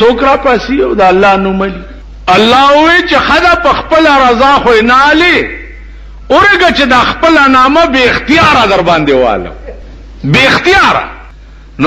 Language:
Pashto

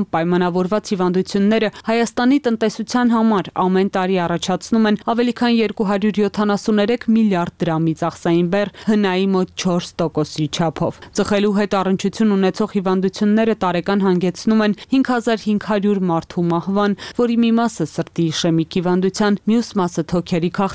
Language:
Armenian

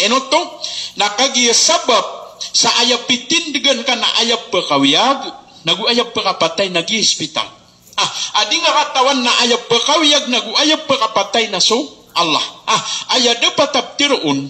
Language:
Maranao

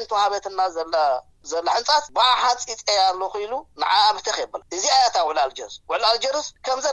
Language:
Tigrinya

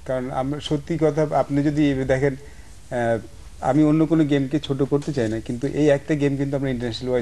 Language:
Bangla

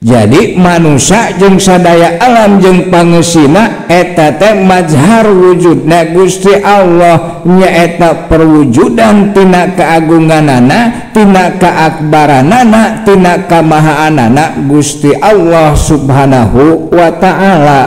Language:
Sundanese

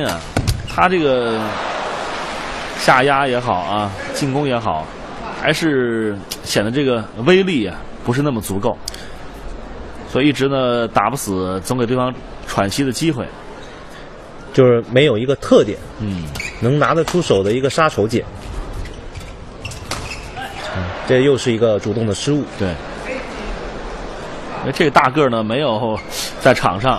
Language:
Chinese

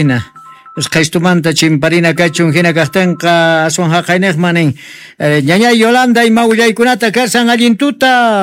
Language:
Quechua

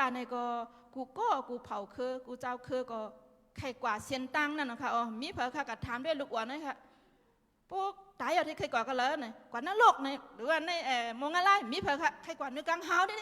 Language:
Shan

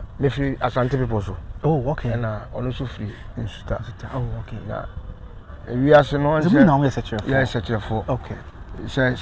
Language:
Akan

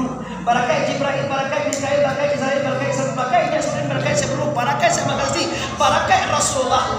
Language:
Minangkabau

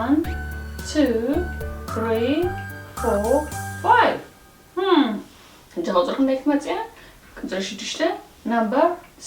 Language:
Tigrinya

